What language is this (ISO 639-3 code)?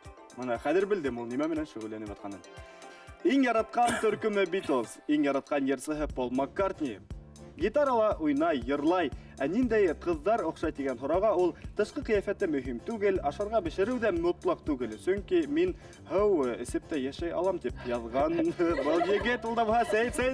bak